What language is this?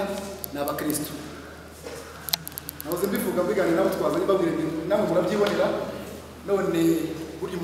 Kinyarwanda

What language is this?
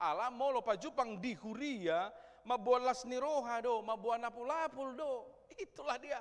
Batak Toba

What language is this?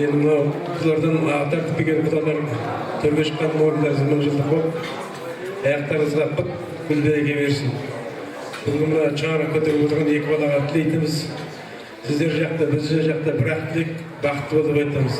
Kazakh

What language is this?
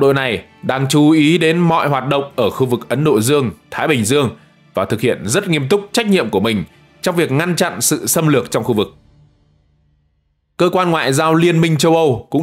Vietnamese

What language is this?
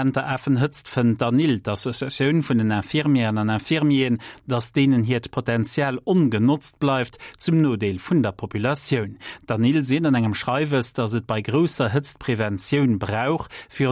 Luxembourgish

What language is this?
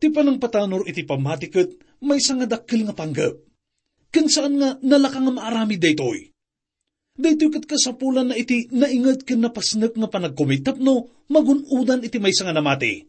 Iloko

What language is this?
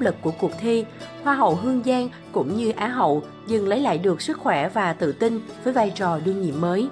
Vietnamese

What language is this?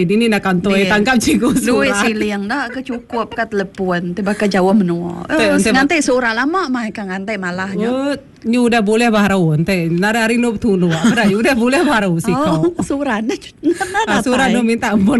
Iban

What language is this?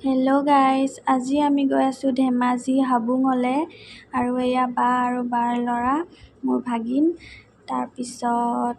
Assamese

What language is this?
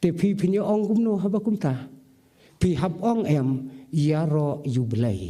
Khasi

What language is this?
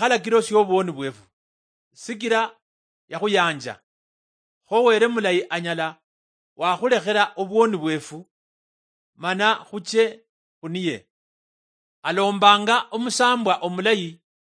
Luyia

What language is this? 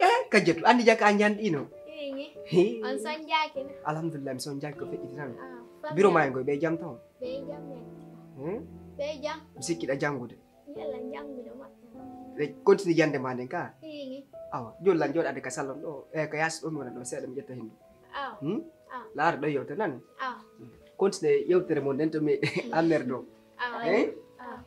Pular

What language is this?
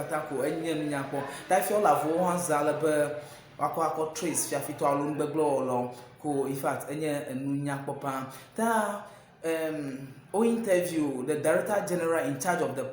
Ewe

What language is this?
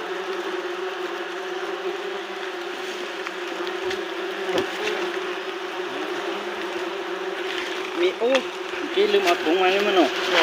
Lao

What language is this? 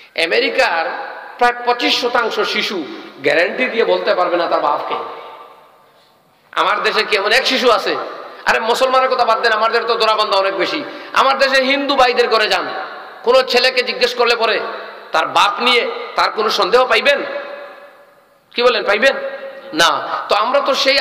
Bangla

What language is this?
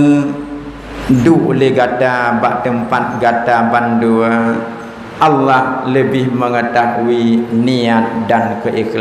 Achinese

